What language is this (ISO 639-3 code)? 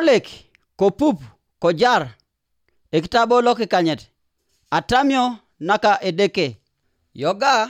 teo